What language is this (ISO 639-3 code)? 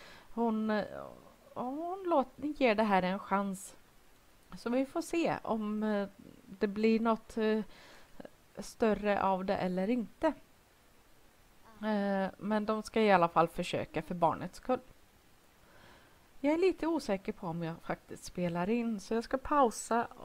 swe